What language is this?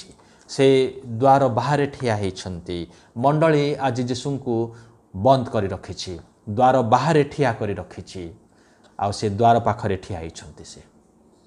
Odia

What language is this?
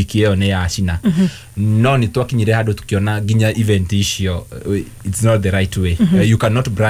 Kikuyu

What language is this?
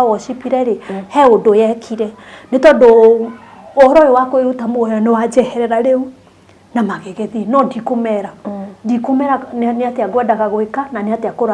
Kikuyu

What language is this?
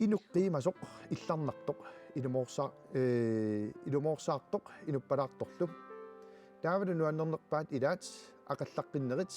Kalaallisut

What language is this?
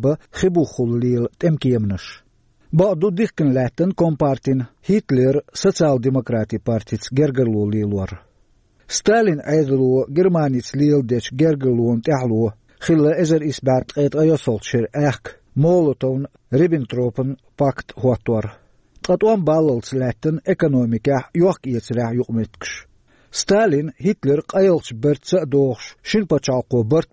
Chechen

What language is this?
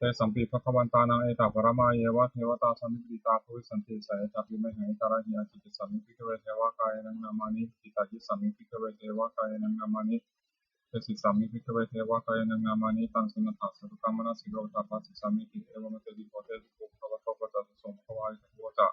Pali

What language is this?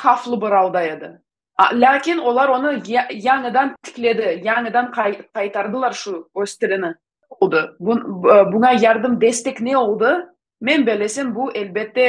Gagauz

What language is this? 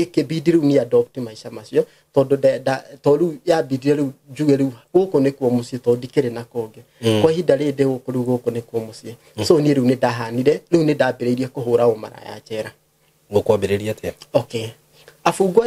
Kikuyu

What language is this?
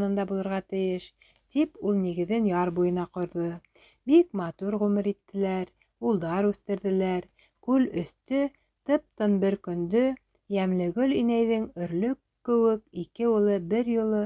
Bashkir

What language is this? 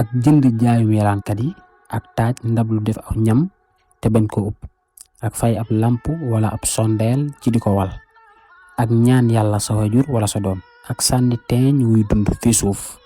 Wolof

